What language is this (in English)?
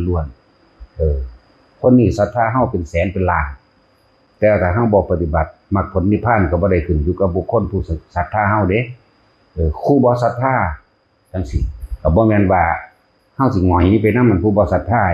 Northeastern Thai